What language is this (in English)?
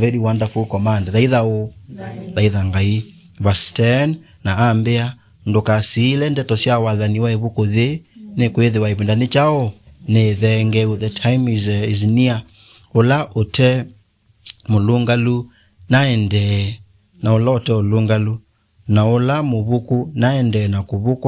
Kamba